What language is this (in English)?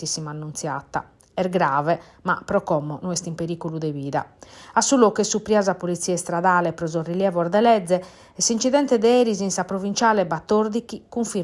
Sardinian